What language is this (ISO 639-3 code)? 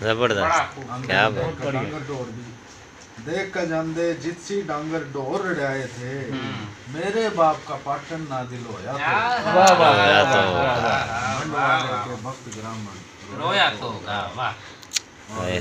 bgc